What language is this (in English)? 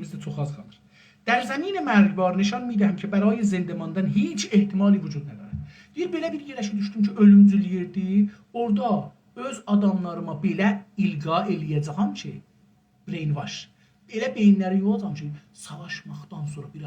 South Azerbaijani